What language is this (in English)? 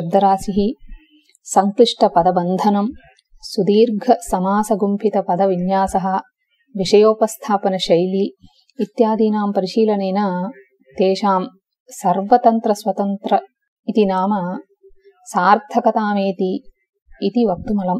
Sanskrit